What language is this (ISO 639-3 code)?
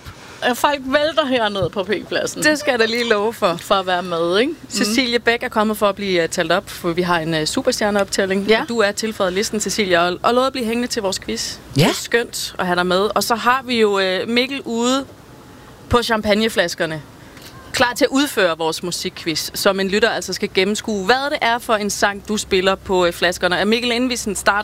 dan